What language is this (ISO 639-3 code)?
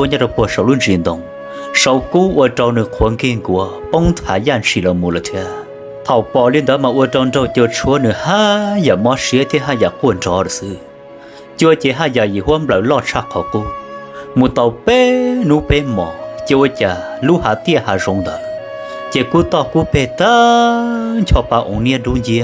hmn